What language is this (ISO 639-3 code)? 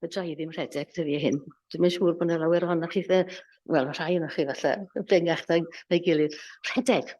cym